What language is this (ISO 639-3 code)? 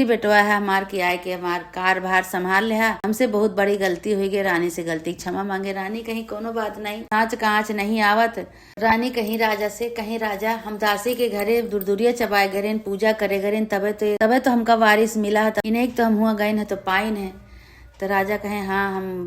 awa